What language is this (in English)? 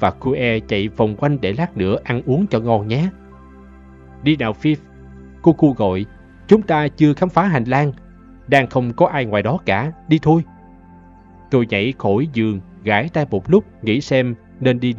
Vietnamese